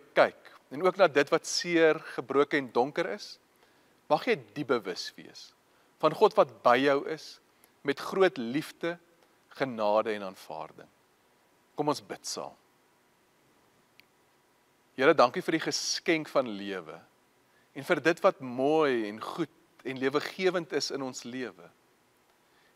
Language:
Afrikaans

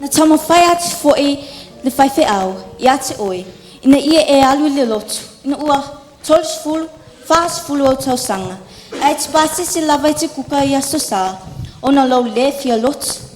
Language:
Samoan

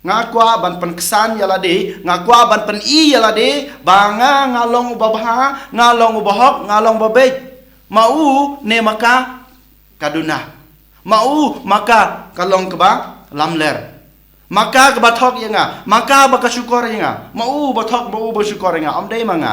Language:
Khasi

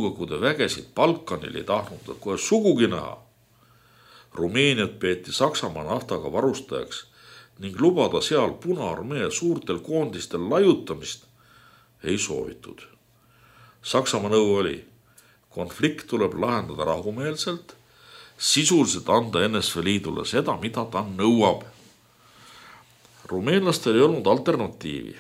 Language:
Estonian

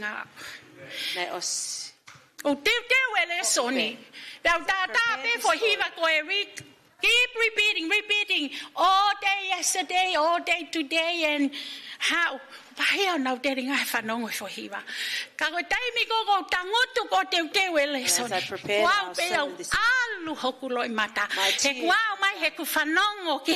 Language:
Tongan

